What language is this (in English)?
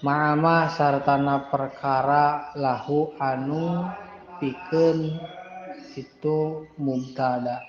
Sundanese